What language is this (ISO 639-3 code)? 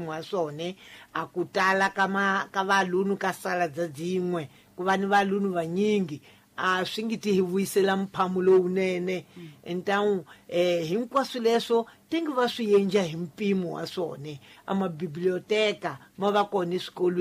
tso